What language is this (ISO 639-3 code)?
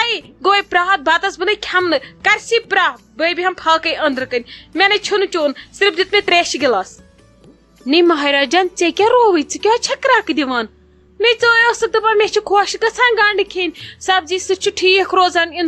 kas